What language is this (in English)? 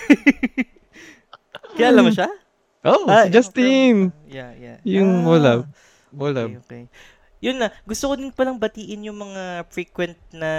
Filipino